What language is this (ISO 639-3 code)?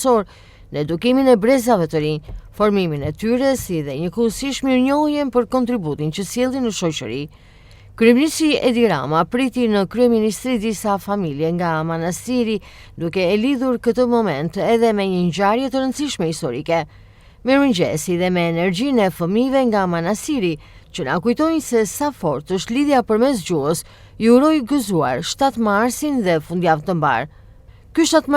sqi